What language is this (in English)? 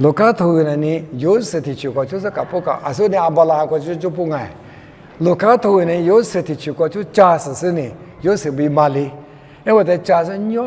Lisu